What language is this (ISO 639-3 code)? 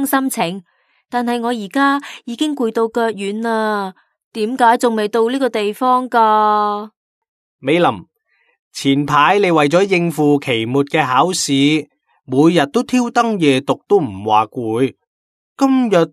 yue